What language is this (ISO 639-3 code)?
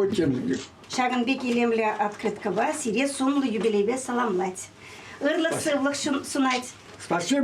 chv